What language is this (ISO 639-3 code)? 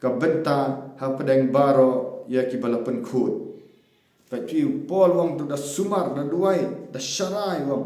kha